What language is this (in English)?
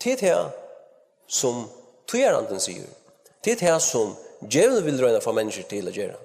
Faroese